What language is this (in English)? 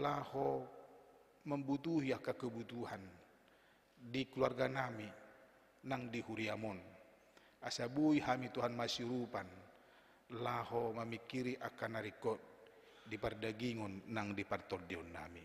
Batak Toba